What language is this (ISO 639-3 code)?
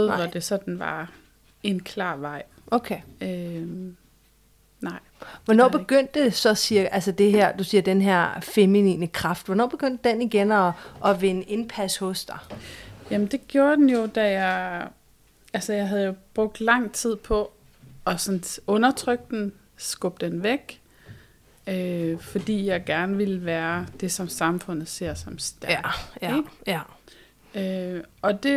dan